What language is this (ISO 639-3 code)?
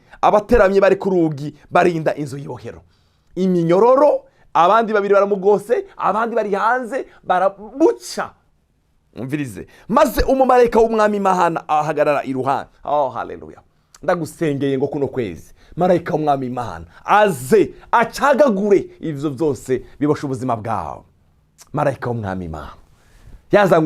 run